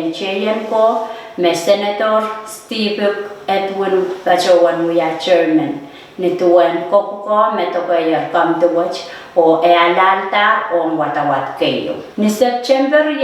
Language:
Pohnpeian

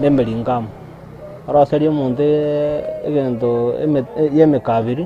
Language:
Gusii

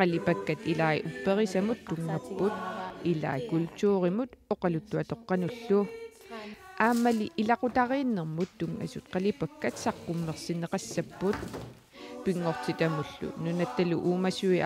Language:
Kalaallisut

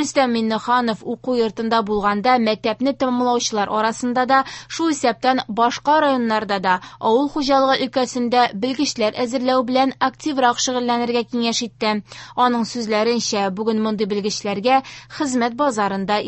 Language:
Tatar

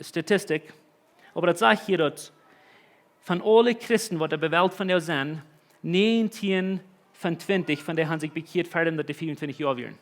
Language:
Plautdietsch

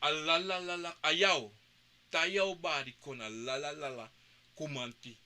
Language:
Sranan Tongo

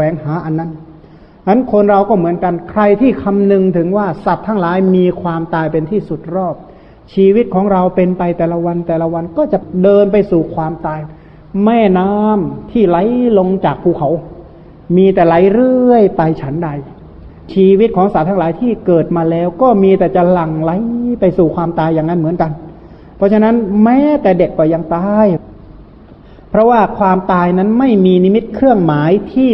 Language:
Thai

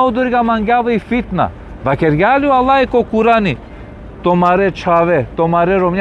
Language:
Balkan Romani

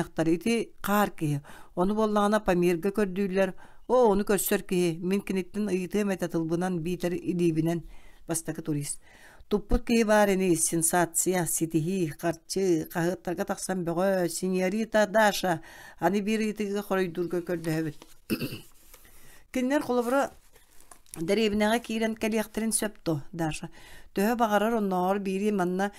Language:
Yakut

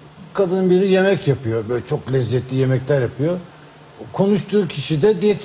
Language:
Turkish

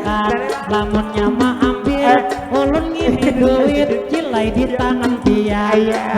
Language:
Banjar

